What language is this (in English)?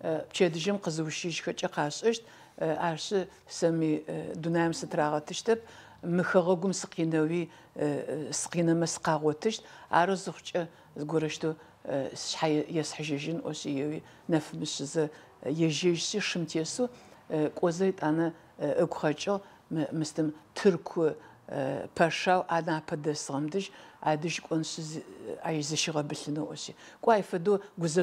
Adyghe